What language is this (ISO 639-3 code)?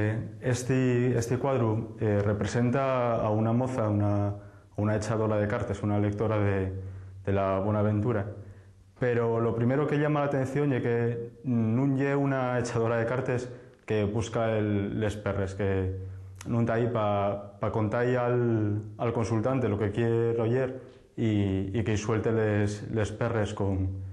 ast